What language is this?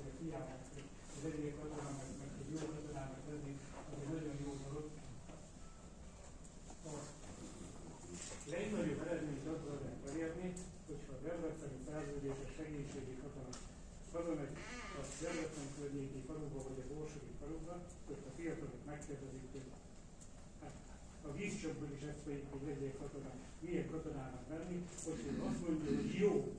Hungarian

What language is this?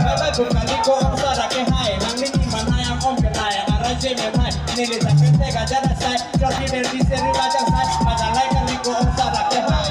Karbi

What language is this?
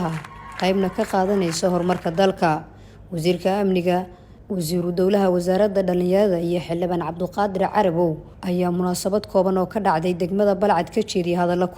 Somali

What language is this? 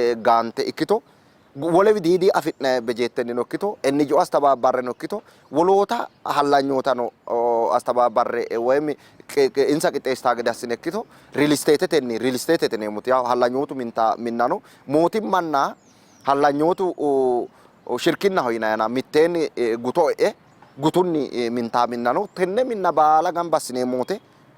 Sidamo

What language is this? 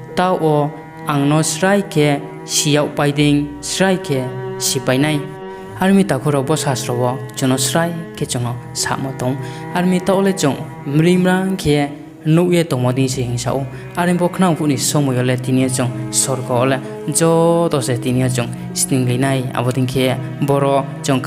Riang (India)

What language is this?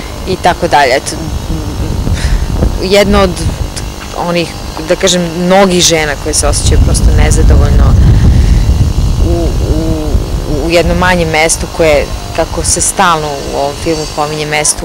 Serbian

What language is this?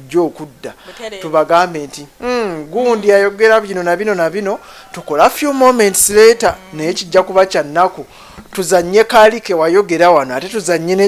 Ganda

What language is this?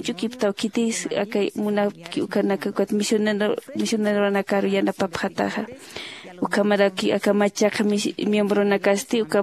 Aymara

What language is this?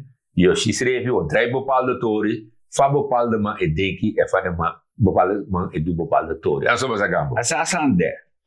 Sranan Tongo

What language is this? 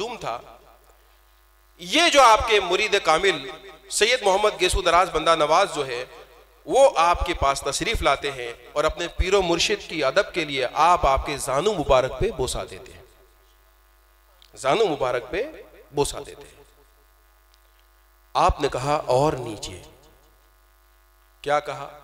Hindi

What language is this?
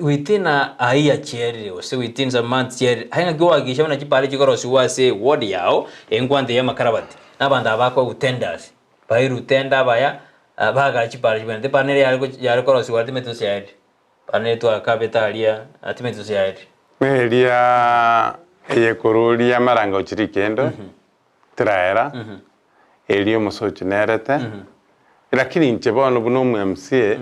Gusii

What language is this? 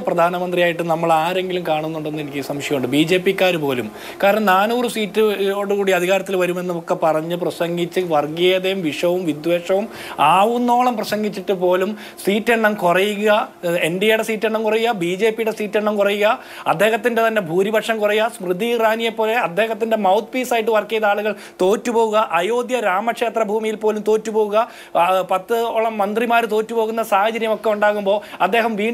Malayalam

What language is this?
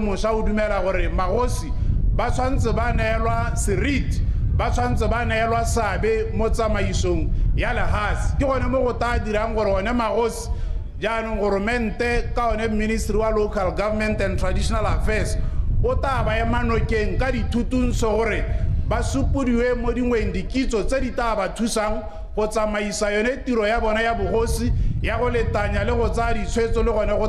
Tswana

